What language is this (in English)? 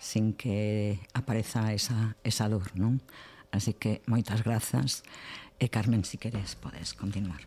Galician